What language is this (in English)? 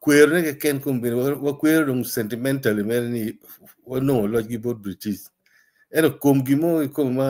Acoli